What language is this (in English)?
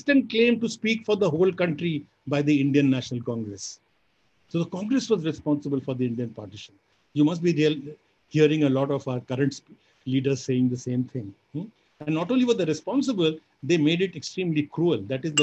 English